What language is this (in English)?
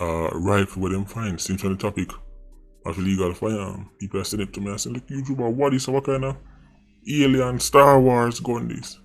Jamaican Creole English